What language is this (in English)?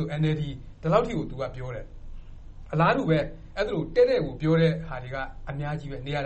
Burmese